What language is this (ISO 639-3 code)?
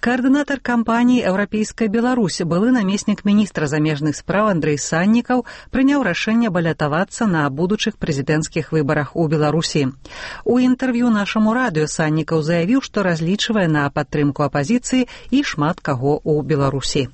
bel